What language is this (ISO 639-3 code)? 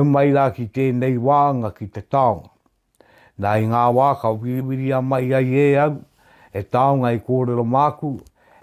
mri